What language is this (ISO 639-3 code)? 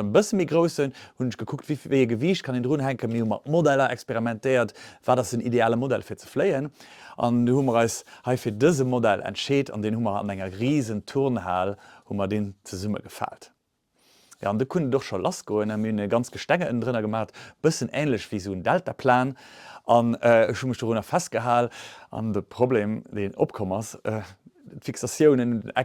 ltz